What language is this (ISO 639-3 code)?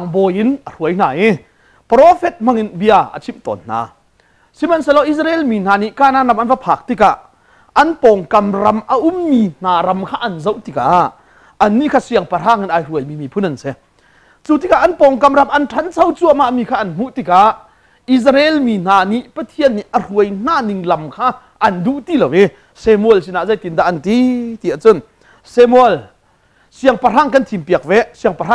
cnh